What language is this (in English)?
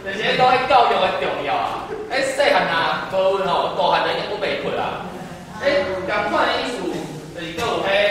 Min Nan Chinese